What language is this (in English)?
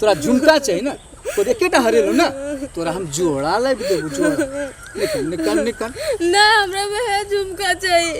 Maithili